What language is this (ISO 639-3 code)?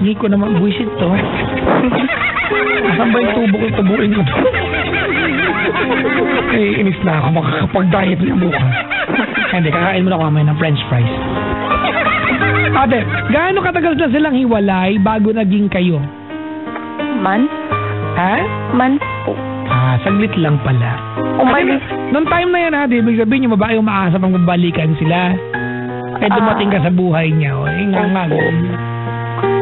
fil